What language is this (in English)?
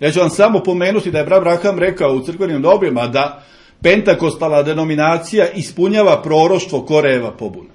Serbian